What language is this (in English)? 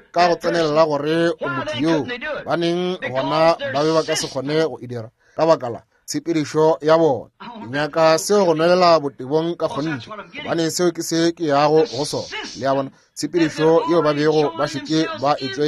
Northern Sotho